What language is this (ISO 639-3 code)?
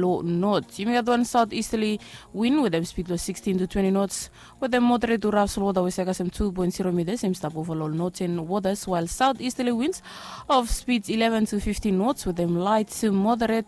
bis